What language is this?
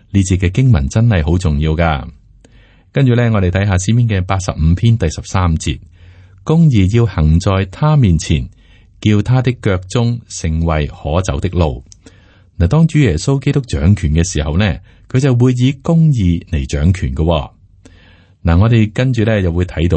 Cantonese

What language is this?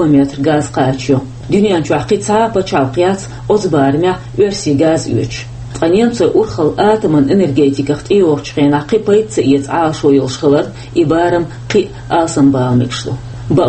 Chechen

